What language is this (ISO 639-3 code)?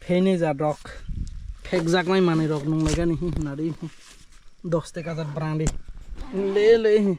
trp